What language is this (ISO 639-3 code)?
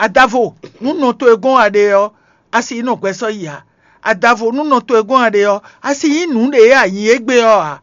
fon